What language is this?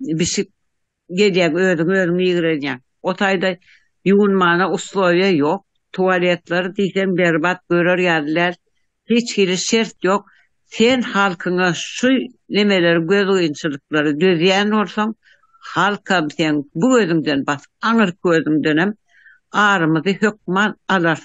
Turkmen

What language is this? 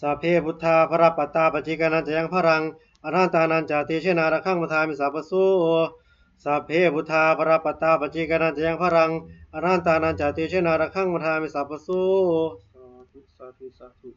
Pali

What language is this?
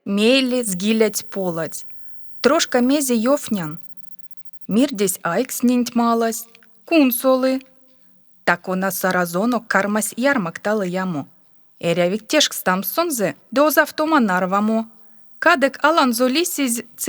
Erzya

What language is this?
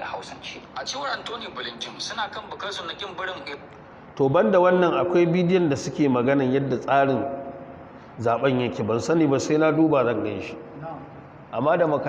Hausa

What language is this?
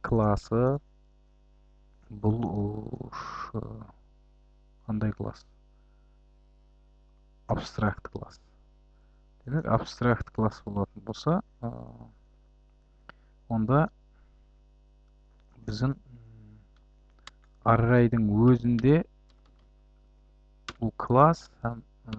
Kazakh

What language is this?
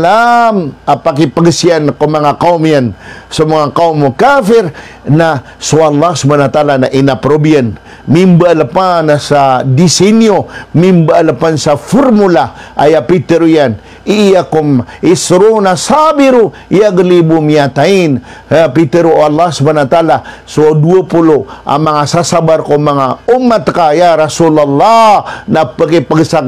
Maranao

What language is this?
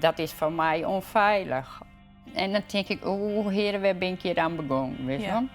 Western Frisian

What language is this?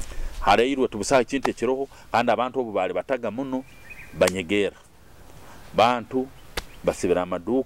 Nyoro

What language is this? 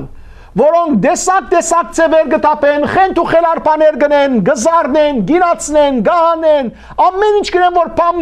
Western Armenian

